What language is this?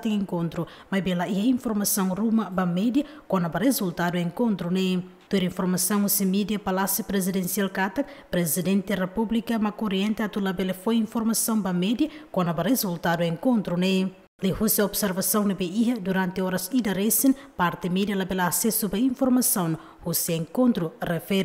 Tetum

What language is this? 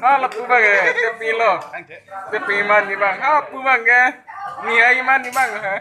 Karbi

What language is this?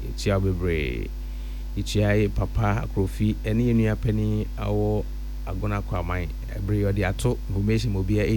Akan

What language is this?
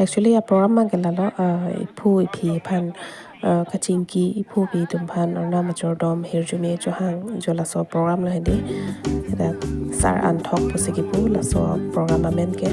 Karbi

